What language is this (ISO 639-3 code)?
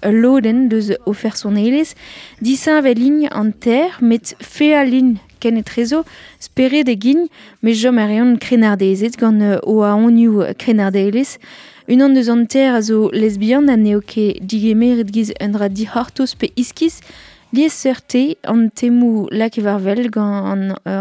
bre